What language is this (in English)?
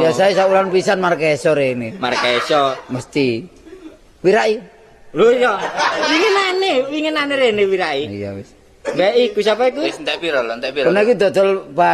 Javanese